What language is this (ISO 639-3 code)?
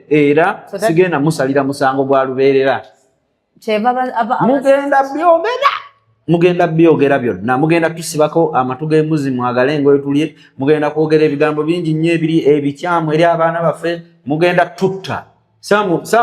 lug